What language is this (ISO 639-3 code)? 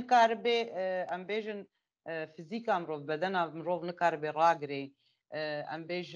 kur